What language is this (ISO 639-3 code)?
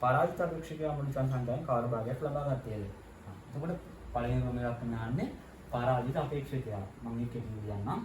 sin